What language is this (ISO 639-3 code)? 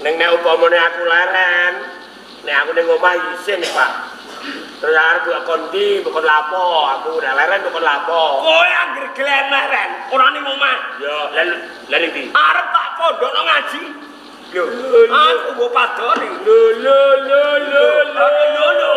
jav